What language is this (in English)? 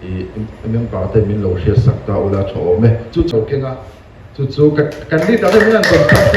Mizo